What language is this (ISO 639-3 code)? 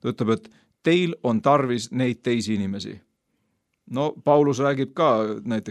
est